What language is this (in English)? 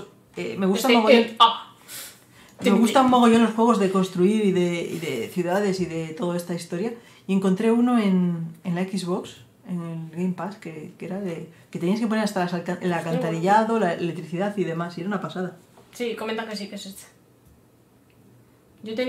Spanish